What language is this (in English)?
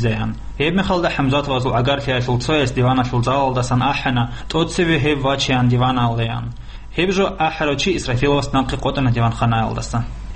Avaric